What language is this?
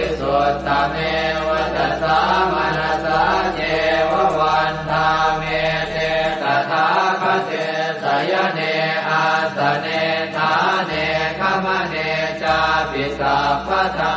Pali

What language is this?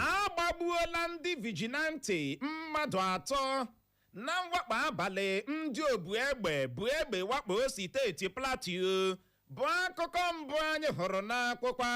Igbo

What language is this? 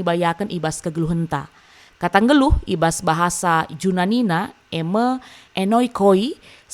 Batak Karo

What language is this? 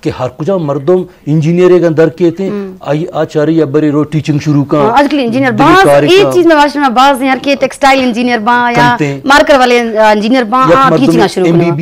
Eastern Balochi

